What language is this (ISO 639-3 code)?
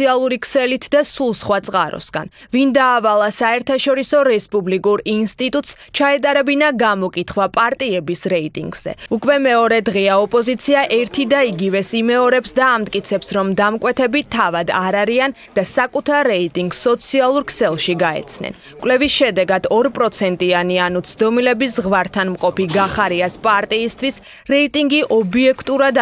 kat